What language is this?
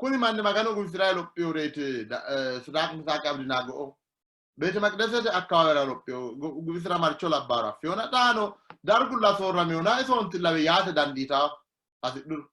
Sidamo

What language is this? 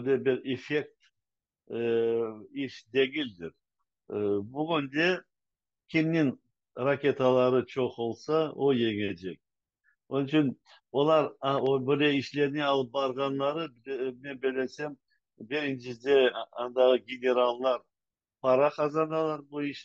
Crimean Tatar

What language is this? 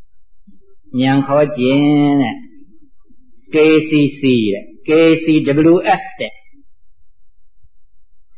Burmese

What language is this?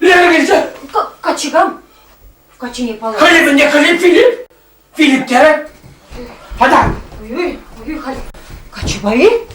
Chuvash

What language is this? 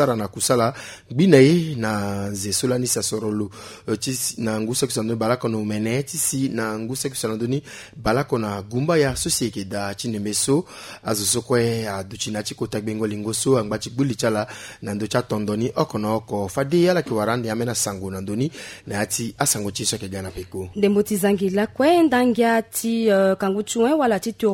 Sango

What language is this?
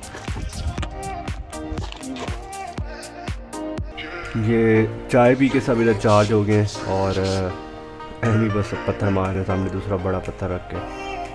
Hindi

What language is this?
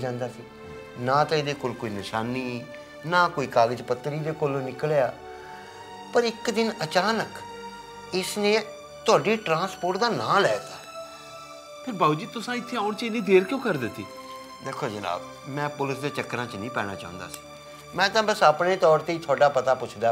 Punjabi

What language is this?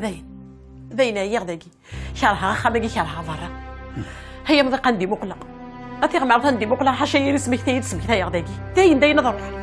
Kabyle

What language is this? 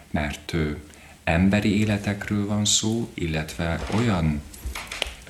Hungarian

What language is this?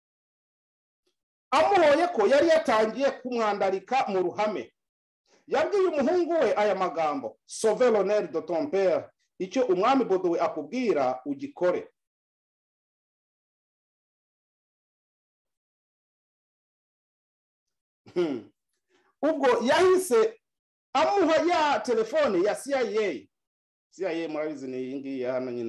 Kinyarwanda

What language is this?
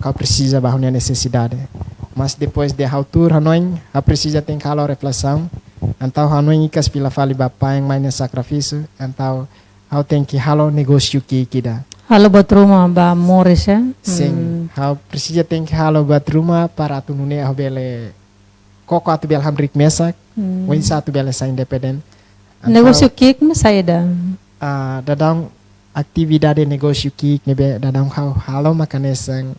Tetum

